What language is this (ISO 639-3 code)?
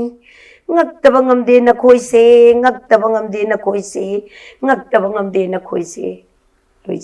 mni